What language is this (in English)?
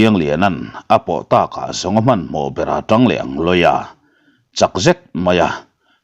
Mizo